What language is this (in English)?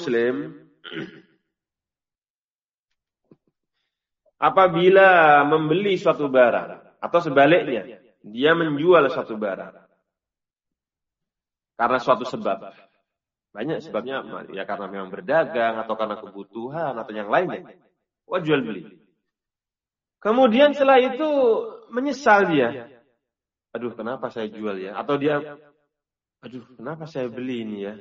Indonesian